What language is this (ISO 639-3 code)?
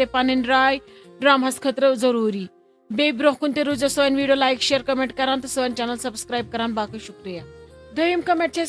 kas